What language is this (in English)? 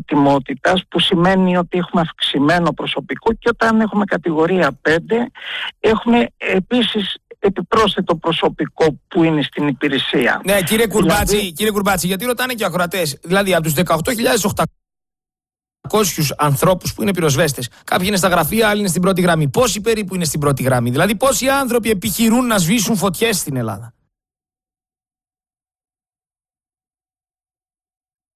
Greek